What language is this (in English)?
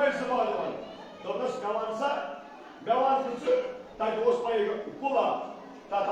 Kashmiri